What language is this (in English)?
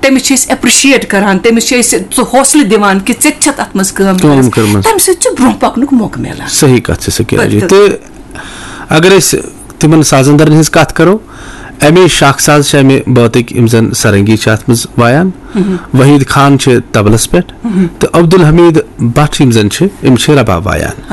Kashmiri